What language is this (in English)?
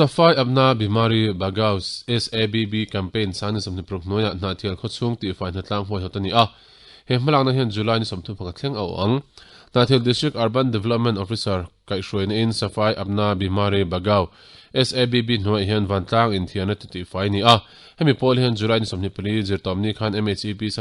Mizo